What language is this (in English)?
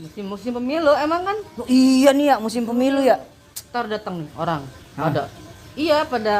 Betawi